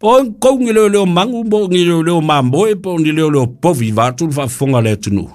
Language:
Samoan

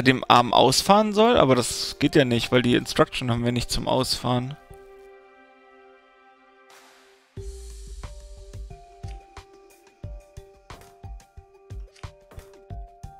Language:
German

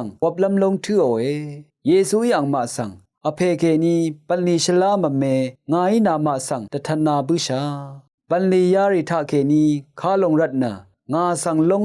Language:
Rawang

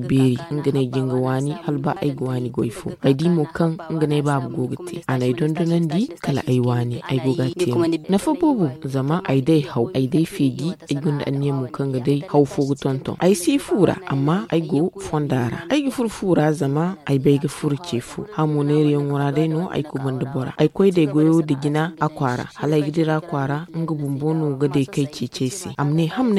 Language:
Zarma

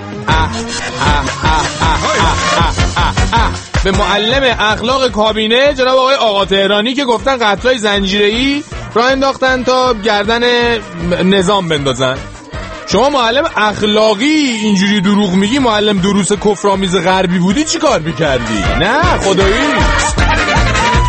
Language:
Persian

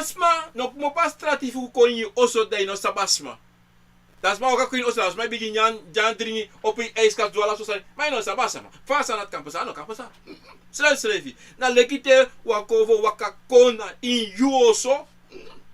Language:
Sranan Tongo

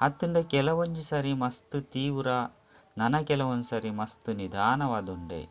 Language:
Tulu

